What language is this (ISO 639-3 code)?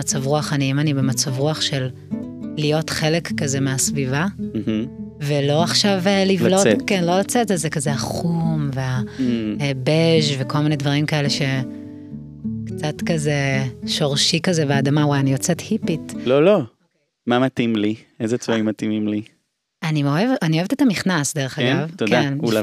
heb